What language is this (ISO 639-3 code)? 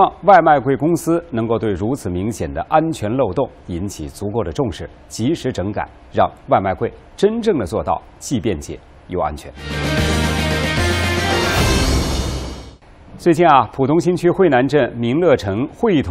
zho